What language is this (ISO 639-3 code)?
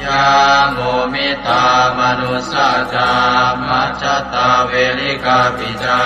pli